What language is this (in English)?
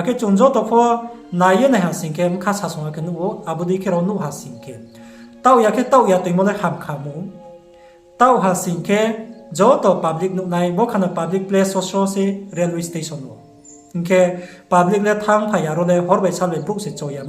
Riang (India)